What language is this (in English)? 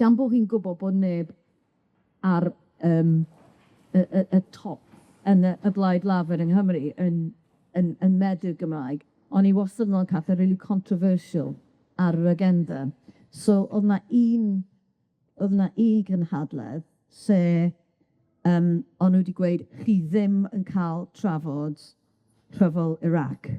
Welsh